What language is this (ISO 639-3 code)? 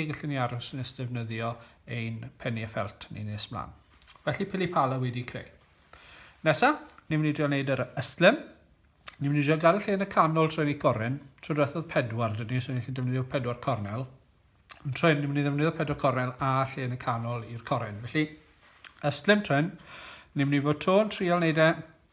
cym